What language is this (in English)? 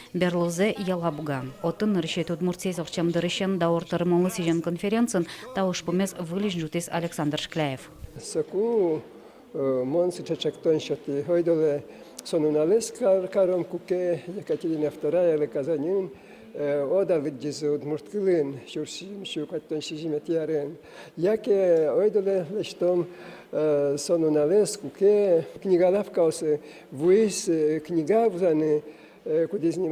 Udmurt